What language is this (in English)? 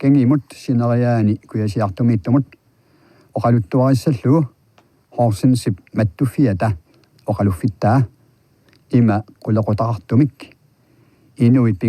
Kalaallisut